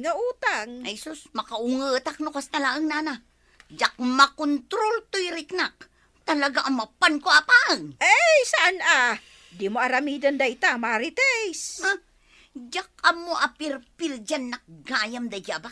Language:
Iloko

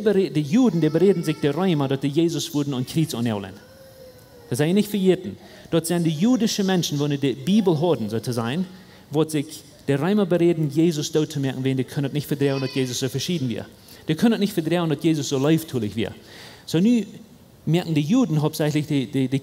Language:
Plautdietsch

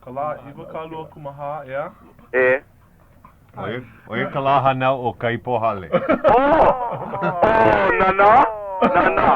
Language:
Hawaiian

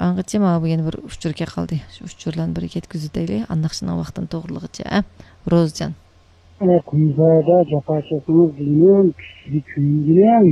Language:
Uyghur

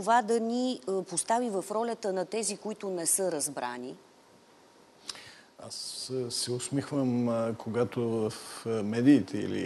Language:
Bulgarian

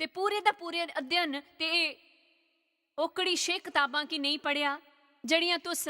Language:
Dogri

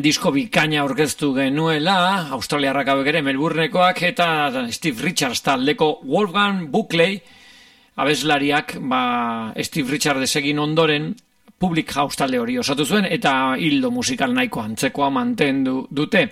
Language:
Basque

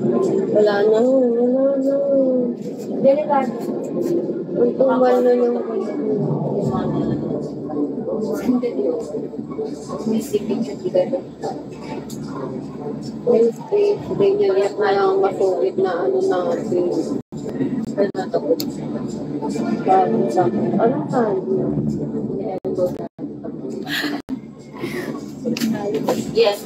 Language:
Filipino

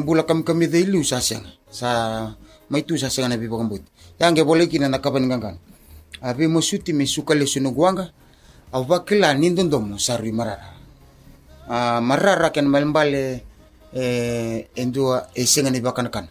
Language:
Fijian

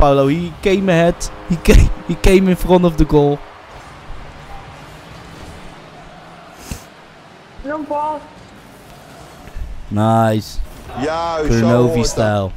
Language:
Dutch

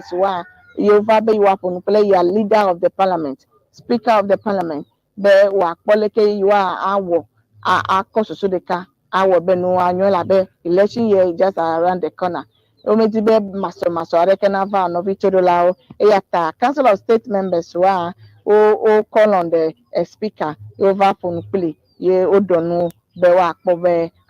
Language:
Ewe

